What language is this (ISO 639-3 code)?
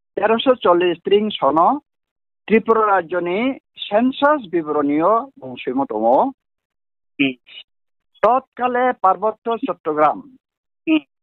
ria